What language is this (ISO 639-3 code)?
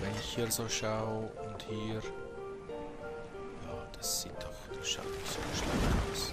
gsw